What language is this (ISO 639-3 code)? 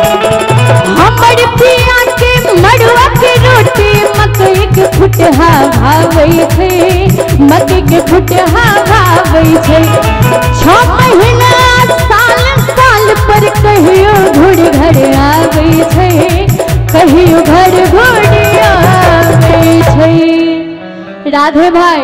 mai